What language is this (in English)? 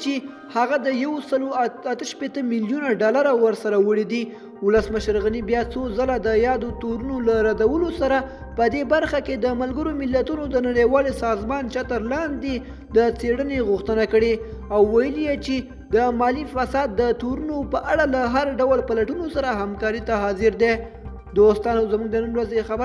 Pashto